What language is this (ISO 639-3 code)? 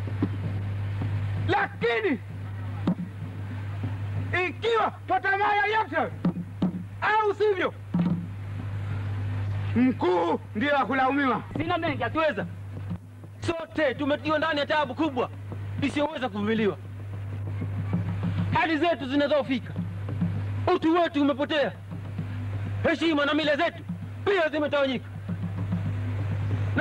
swa